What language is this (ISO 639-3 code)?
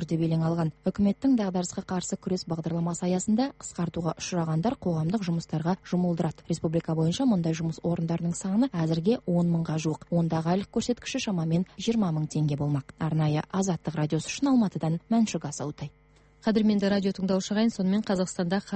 kaz